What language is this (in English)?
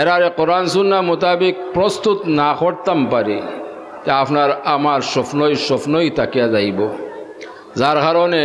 Sylheti